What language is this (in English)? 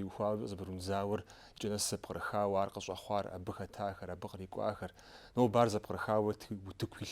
Kabardian